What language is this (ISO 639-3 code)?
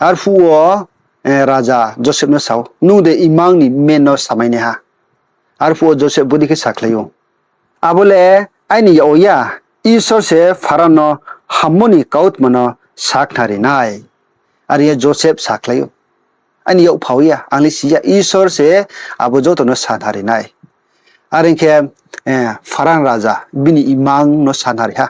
ria